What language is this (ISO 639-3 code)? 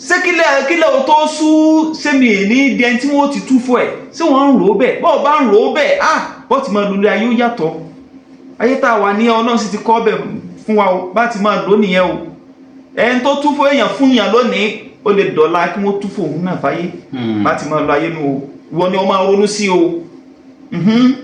yor